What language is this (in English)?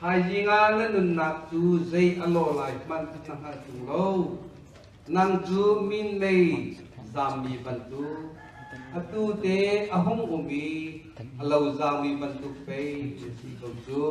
Hakha Chin